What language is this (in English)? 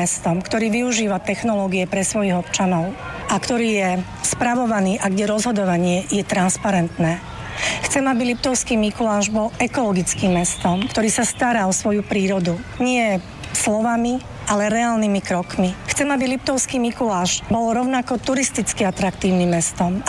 Slovak